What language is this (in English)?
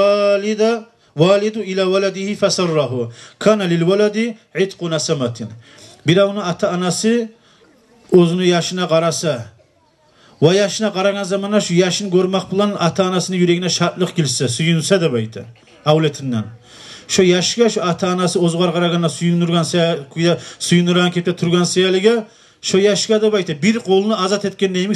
Kumyk